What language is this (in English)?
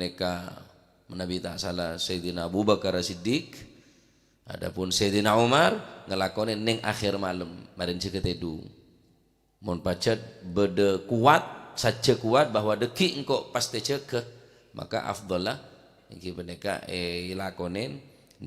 Madurese